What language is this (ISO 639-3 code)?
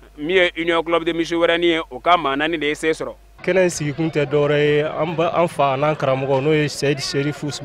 bam